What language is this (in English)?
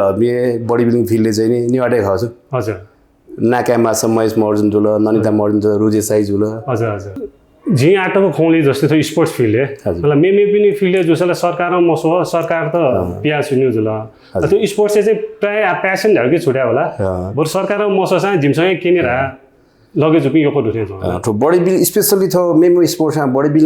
Newari